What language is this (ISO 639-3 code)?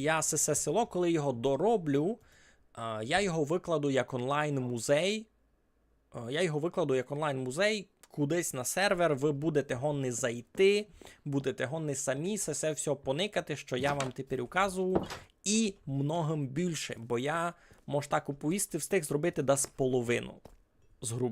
rue